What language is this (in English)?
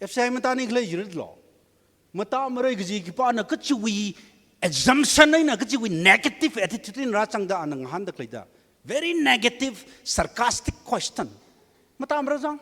Tangkhul Naga (India)